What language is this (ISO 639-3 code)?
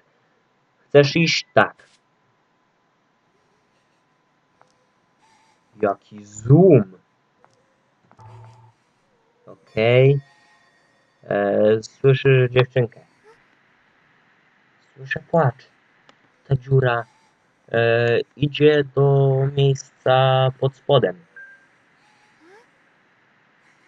pol